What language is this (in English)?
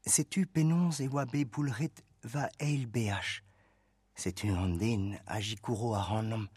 Breton